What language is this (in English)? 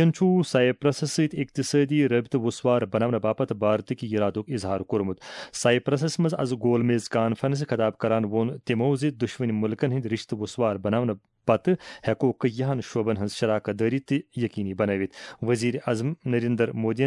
Kashmiri